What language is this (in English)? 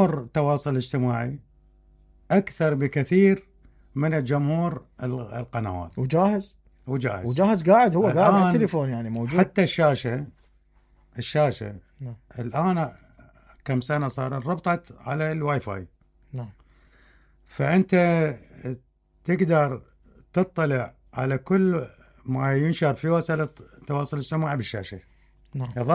Mesopotamian Arabic